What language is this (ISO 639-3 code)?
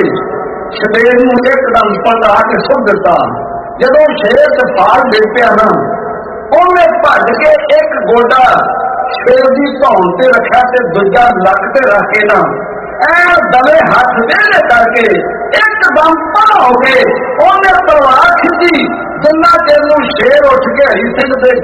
pan